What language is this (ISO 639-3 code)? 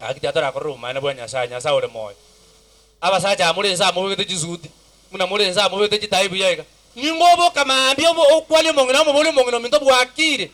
guz